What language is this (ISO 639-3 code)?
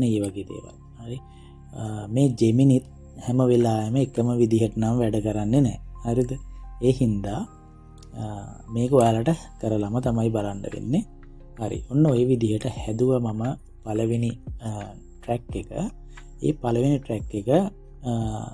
sin